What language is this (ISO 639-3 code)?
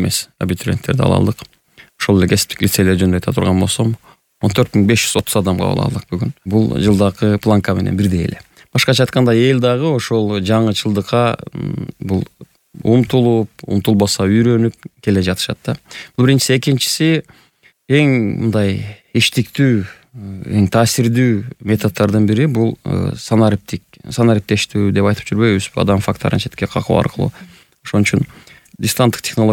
kir